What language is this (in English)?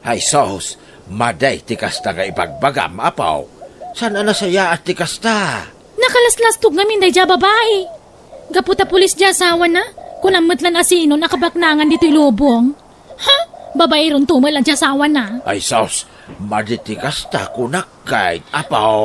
Iloko